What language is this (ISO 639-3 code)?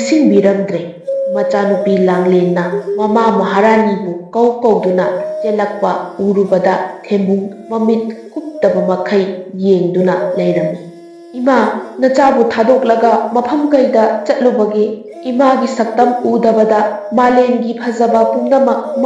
mni